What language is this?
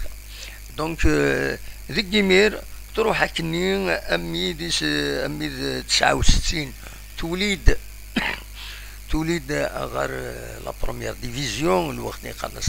Kabyle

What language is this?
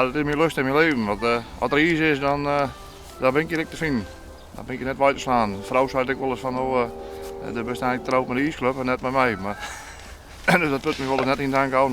Western Frisian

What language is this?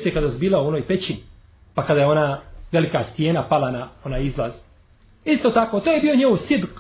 Bosnian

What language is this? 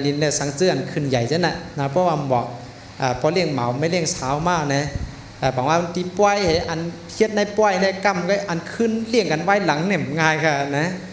Shan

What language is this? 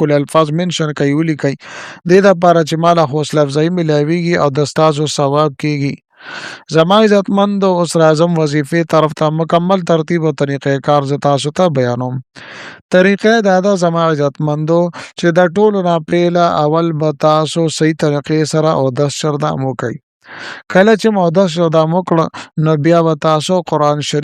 Pashto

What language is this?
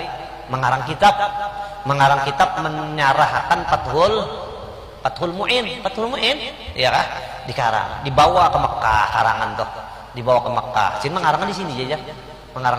Banjar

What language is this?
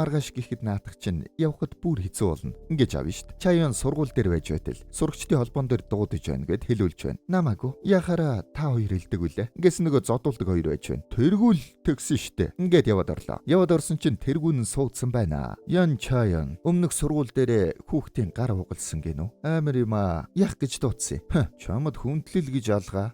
Mongolian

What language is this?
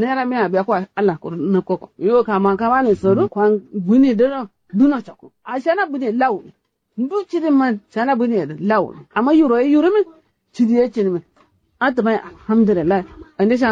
Kanuri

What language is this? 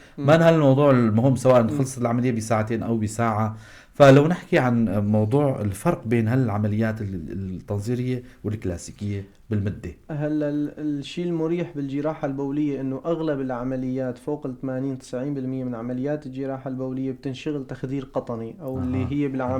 North Levantine Arabic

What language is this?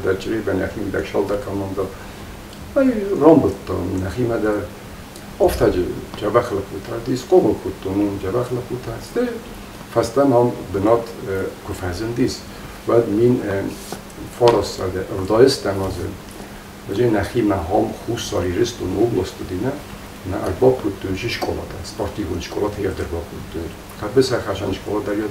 Ossetic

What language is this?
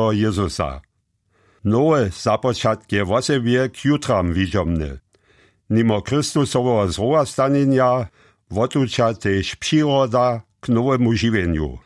Upper Sorbian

